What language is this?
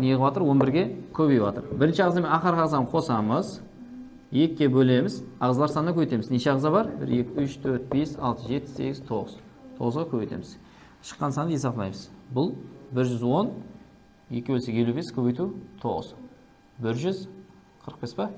Kara-Kalpak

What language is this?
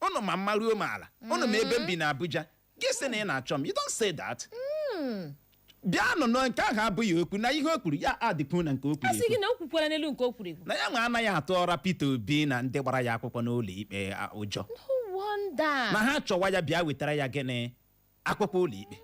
Igbo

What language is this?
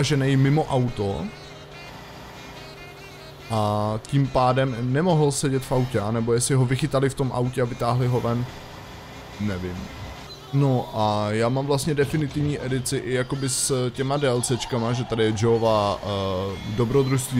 Czech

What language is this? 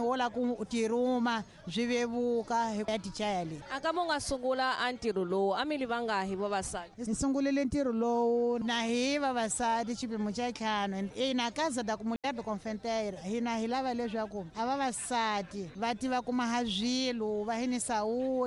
Tsonga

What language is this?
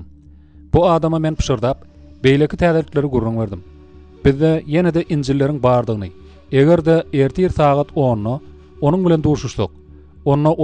Turkmen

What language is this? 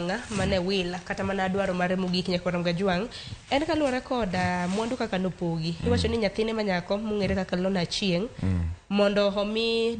Luo (Kenya and Tanzania)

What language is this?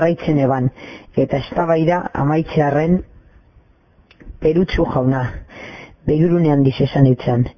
Basque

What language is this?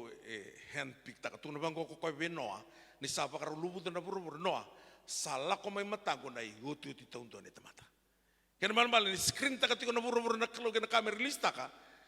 Fijian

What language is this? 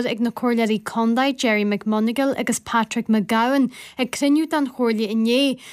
Irish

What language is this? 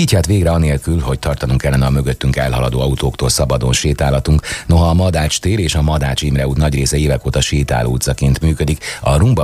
Hungarian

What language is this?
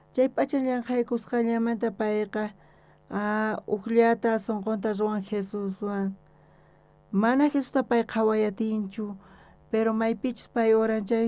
South Bolivian Quechua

